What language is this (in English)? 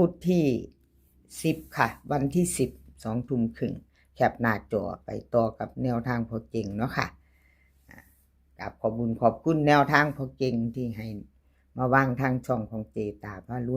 Northeastern Thai